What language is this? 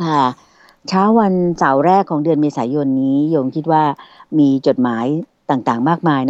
Thai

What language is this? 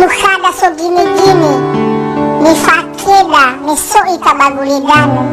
Nias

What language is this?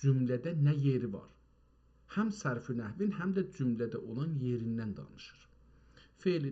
South Azerbaijani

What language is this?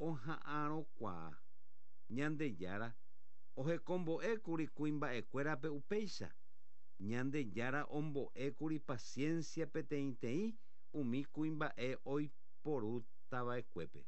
Guarani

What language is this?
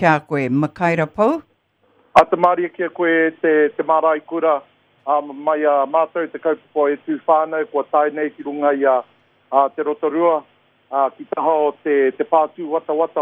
Māori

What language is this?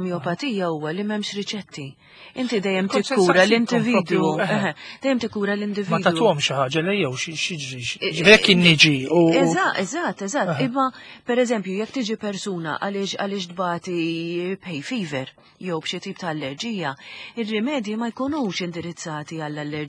Maltese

